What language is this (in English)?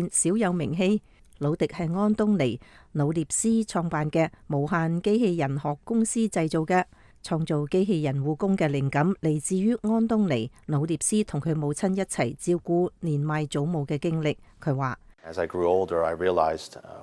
Cantonese